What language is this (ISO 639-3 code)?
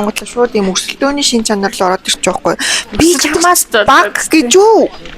mon